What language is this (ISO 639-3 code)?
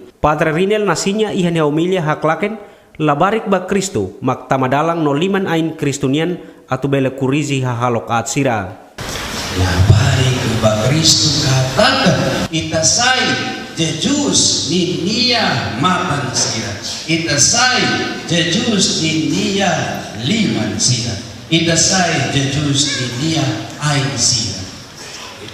tet